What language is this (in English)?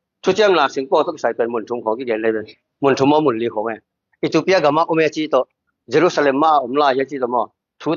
Tedim Chin